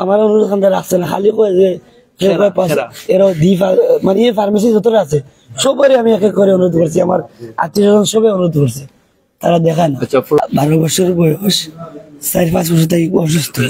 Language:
Sylheti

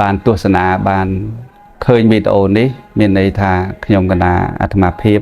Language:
Khmer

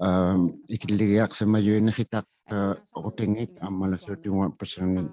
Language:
Inuktitut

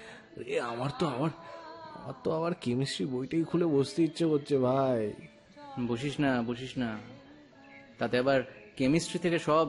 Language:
Bangla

